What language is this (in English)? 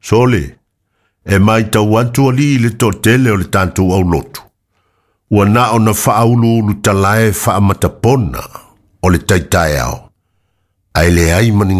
Samoan